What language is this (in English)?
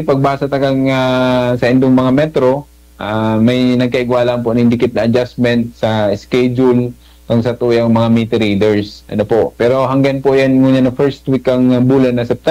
Bikol